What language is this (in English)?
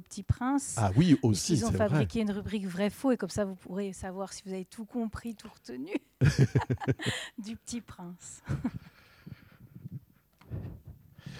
French